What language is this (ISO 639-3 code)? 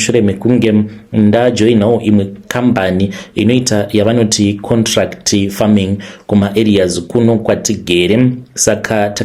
sna